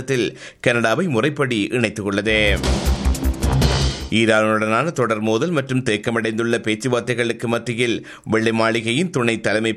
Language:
Tamil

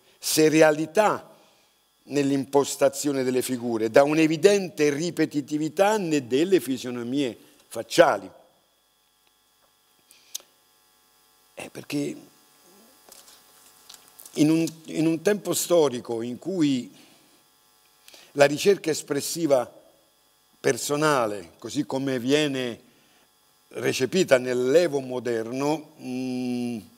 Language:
Italian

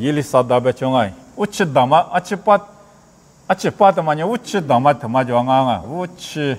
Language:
Lisu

